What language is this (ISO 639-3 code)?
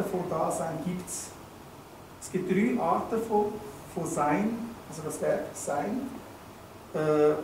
gsw